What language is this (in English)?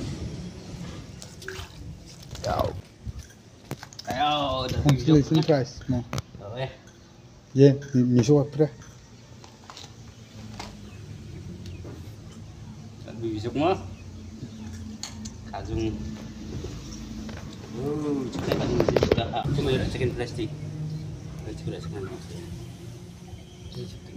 Malay